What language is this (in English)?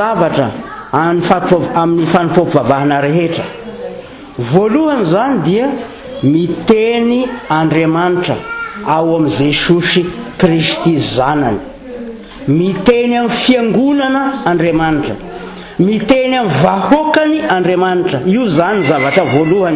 Malagasy